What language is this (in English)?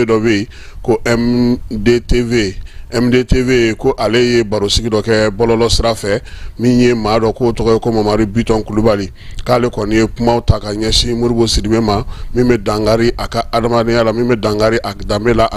Bambara